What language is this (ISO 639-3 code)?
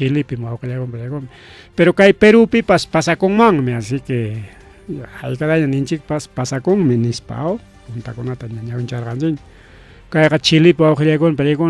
quy